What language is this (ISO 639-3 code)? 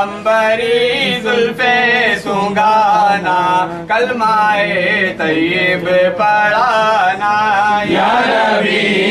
urd